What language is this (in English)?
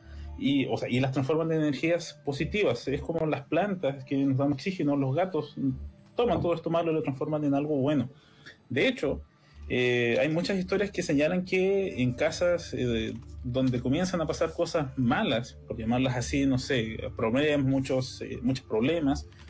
Spanish